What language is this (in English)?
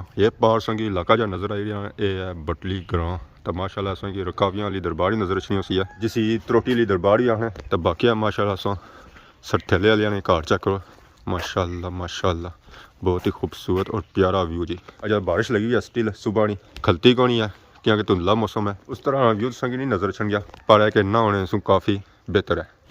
Pahari-Potwari